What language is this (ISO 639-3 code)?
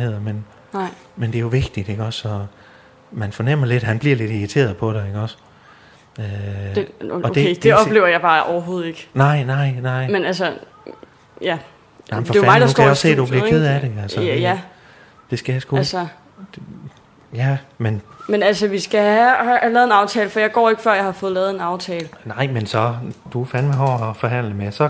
dan